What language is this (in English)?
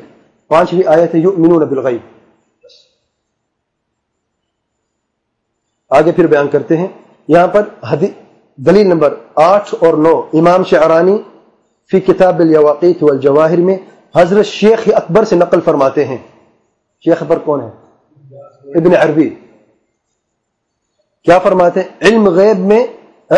Urdu